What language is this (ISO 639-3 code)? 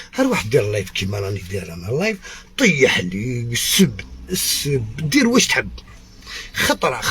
arq